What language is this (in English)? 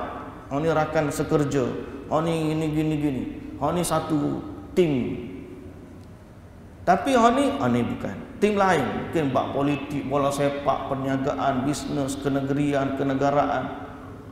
Malay